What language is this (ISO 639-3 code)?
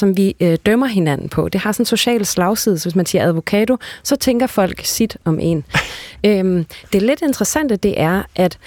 dan